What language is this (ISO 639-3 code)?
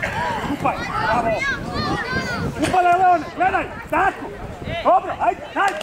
hrv